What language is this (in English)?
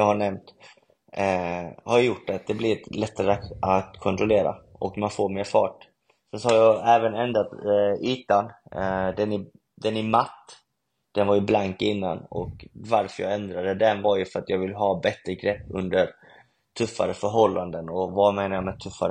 Swedish